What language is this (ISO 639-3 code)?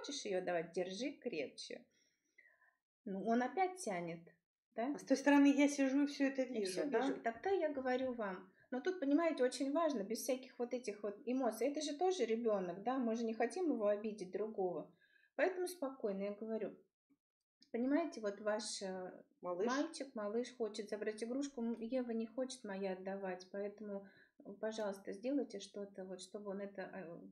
rus